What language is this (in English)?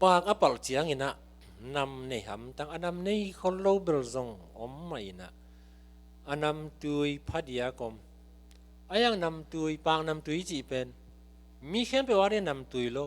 Tedim Chin